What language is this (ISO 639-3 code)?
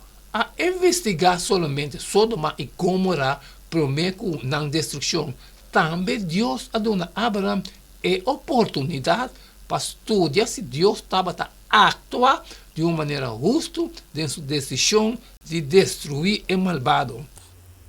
pap